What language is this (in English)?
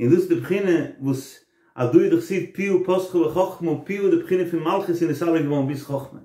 Yiddish